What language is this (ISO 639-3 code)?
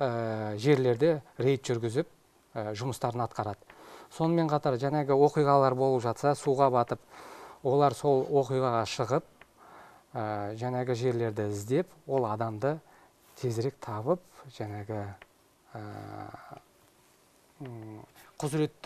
kaz